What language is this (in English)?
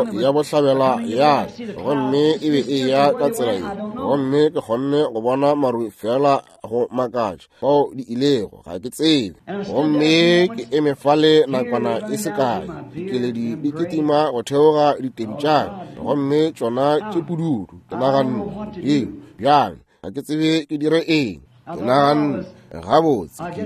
Northern Sotho